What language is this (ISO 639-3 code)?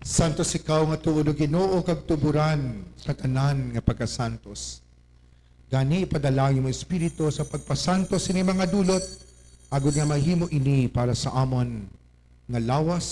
hil